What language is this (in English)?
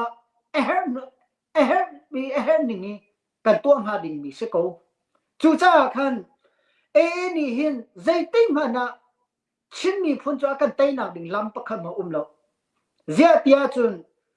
Hakha Chin